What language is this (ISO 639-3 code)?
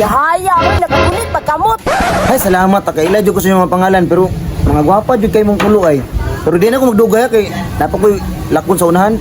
ceb